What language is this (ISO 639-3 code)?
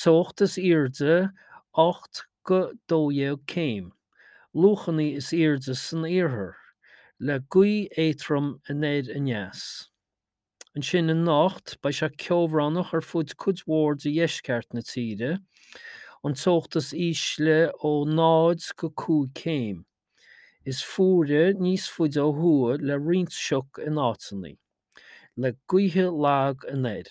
gle